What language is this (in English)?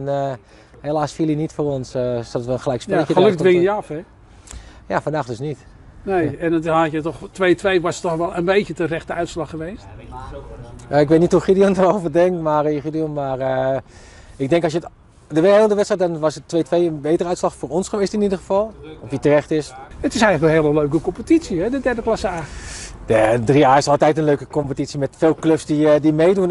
Dutch